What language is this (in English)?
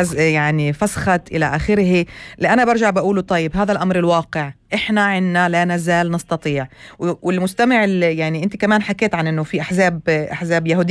North Levantine Arabic